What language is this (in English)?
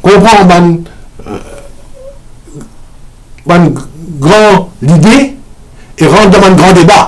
Morisyen